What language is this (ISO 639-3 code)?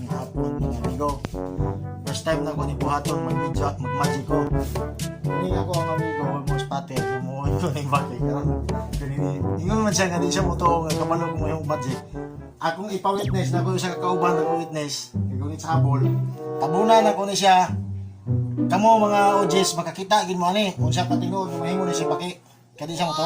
ceb